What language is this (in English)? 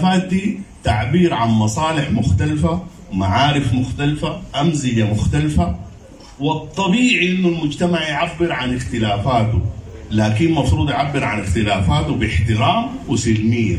Sudanese Arabic